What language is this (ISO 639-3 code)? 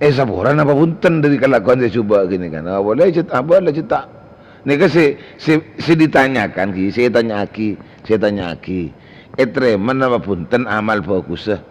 mad